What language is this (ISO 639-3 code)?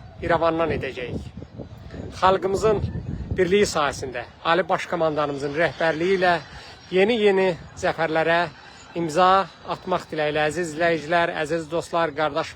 aze